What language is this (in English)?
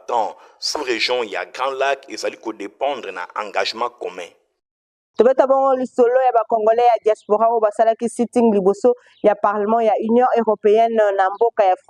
Lingala